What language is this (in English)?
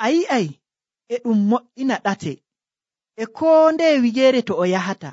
Nigerian Fulfulde